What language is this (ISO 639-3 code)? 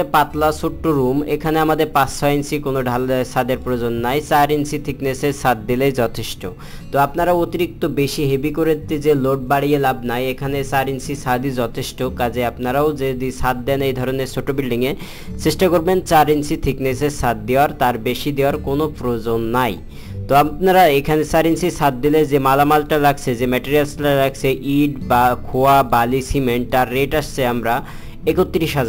ben